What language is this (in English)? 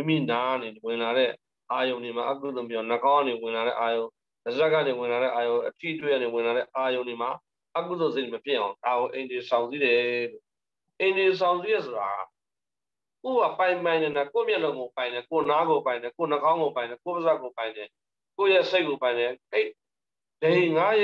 Burmese